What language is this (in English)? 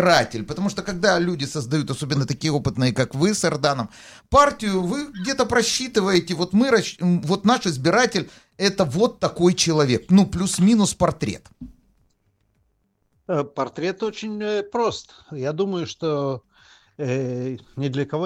Russian